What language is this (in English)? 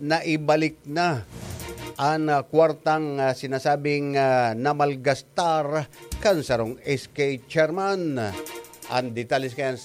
Bikol